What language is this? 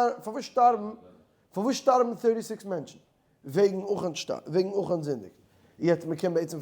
Yiddish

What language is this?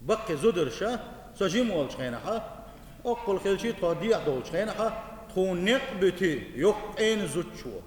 Chechen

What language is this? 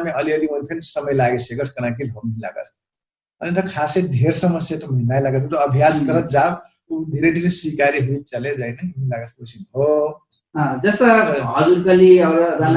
Dangaura Tharu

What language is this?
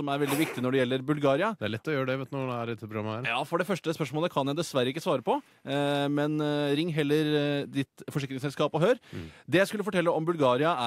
Norwegian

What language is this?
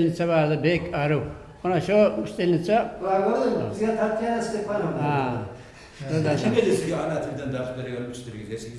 Kumyk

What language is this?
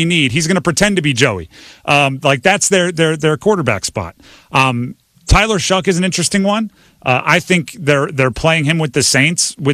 English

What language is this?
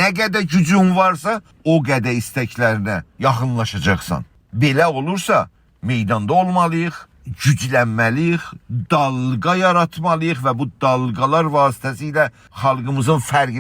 South Azerbaijani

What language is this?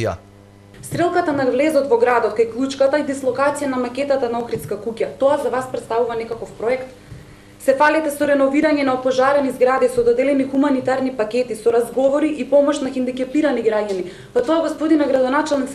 Macedonian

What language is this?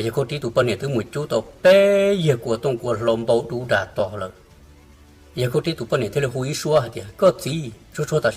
Hmong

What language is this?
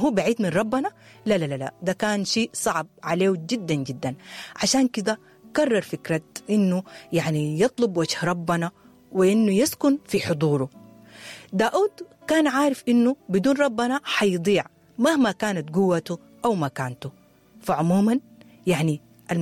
Sudanese Arabic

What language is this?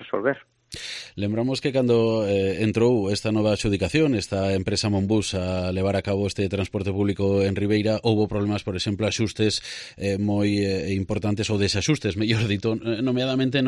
Galician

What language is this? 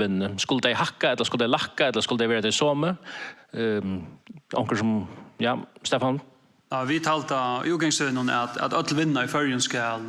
Faroese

